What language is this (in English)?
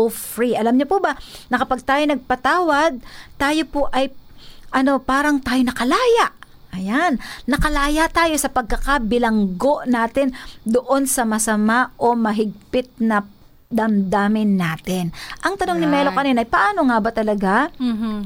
Filipino